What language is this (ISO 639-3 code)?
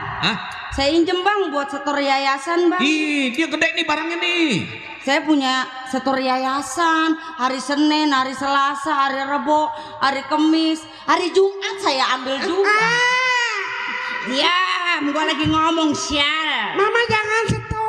bew